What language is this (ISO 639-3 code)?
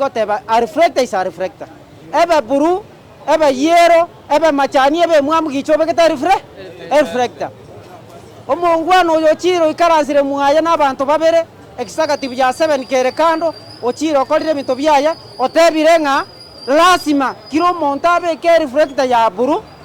guz